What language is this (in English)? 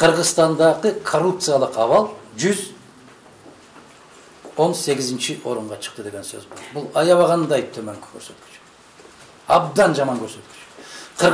Kyrgyz